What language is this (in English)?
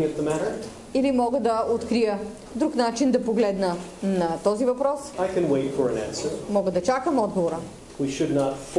Bulgarian